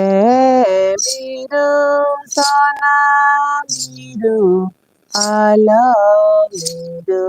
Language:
Santali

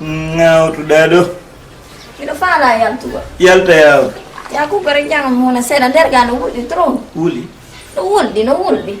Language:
Fula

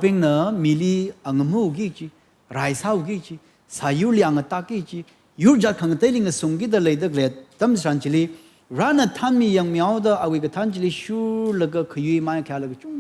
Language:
Tangkhul Naga (India)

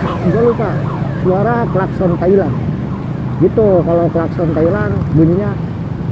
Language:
Betawi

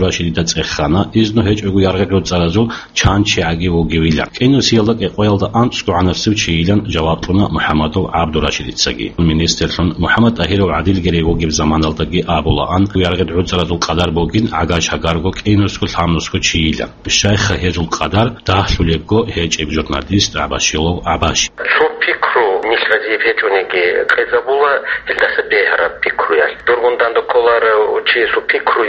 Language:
Avaric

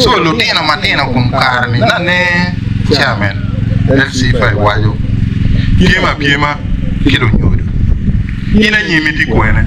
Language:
Acoli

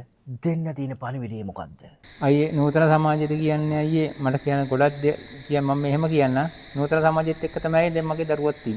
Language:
Sinhala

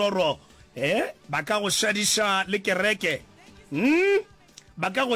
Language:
Northern Sotho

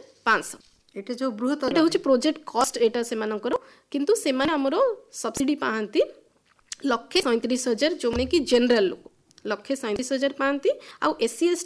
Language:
Odia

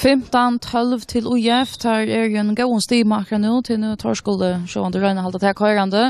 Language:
Faroese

